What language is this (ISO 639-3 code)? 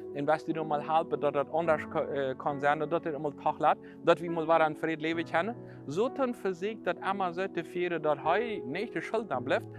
pdt